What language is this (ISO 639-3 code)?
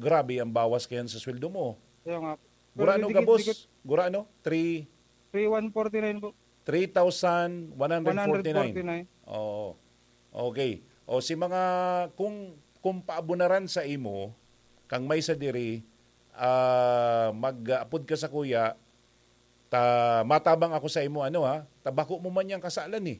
bik